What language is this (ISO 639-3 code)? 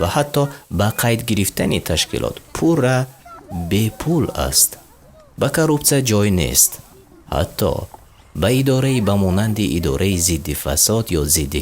tgk